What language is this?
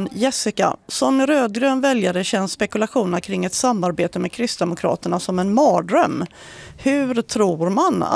Swedish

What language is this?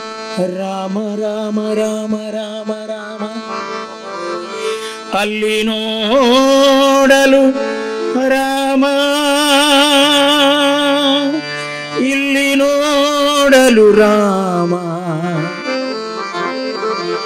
Kannada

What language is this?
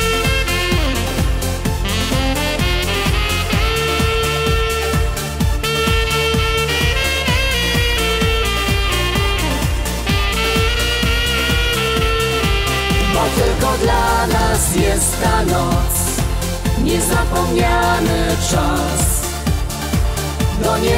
Polish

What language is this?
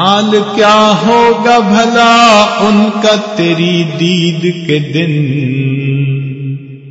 Urdu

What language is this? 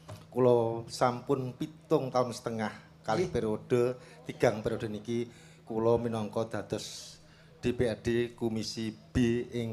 Javanese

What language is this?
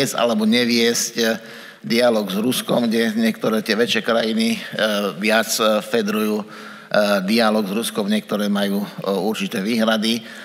Slovak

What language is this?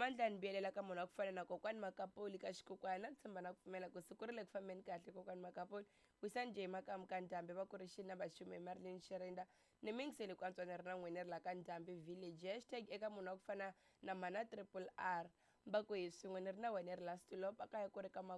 Tsonga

